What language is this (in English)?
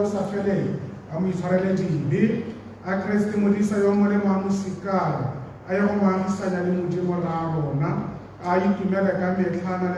Tswana